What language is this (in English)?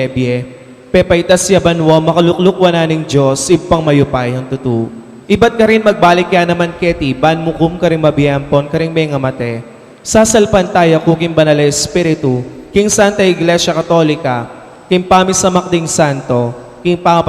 Pampanga